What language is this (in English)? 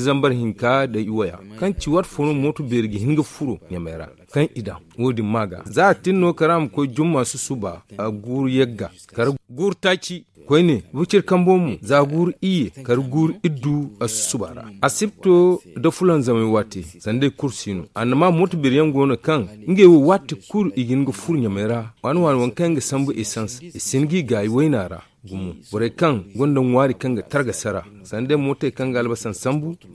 Zarma